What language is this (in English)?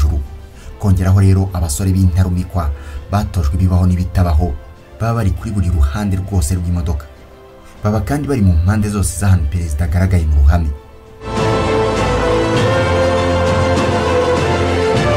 Kinyarwanda